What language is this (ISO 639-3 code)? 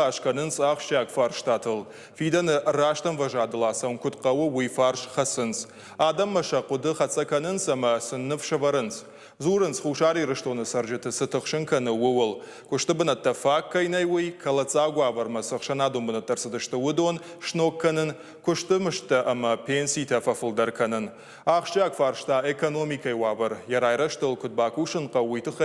oss